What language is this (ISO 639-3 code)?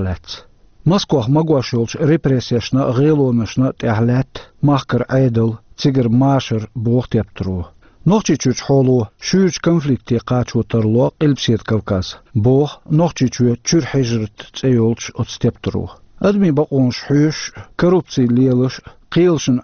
che